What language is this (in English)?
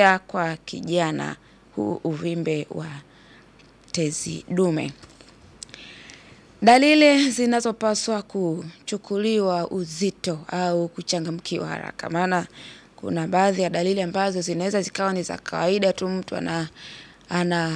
Swahili